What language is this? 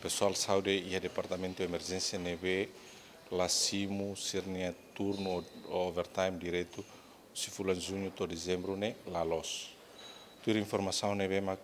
Tetum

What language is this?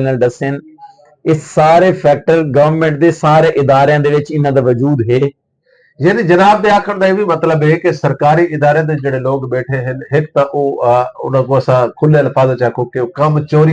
Saraiki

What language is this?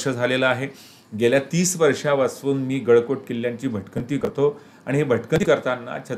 Marathi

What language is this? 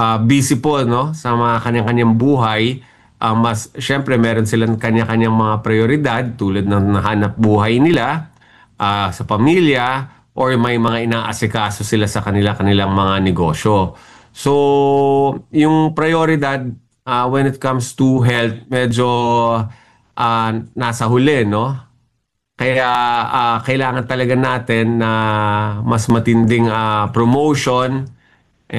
Filipino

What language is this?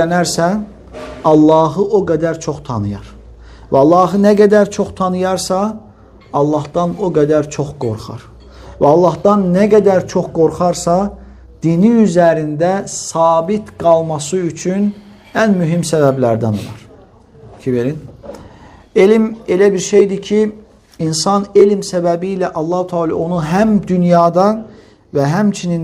Azerbaijani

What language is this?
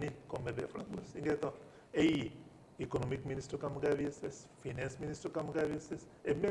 Divehi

